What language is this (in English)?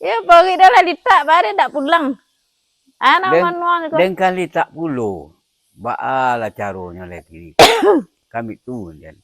Minangkabau